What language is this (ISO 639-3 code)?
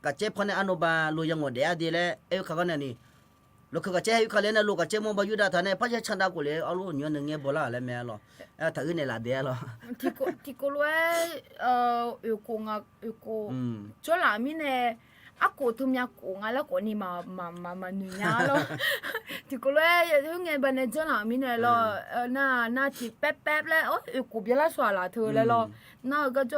ahk